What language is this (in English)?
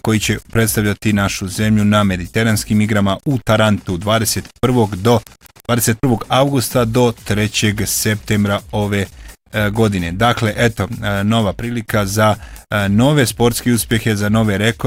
Bosnian